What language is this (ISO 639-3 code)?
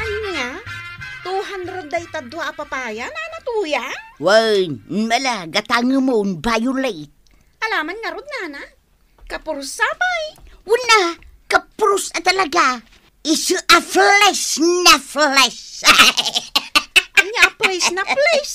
ilo